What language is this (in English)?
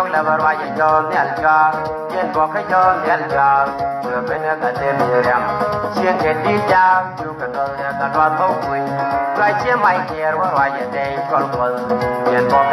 Nuer